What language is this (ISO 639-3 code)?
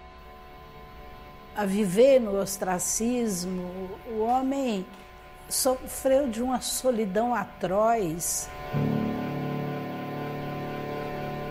por